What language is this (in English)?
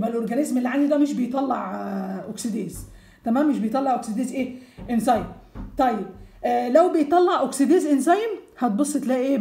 Egyptian Arabic